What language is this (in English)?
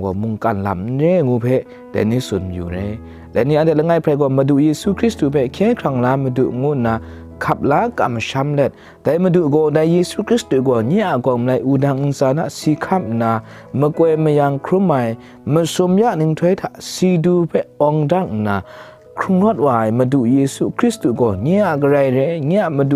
Kachin